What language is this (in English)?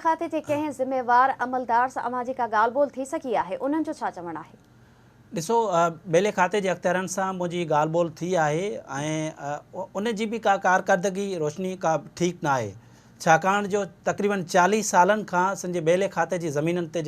Sindhi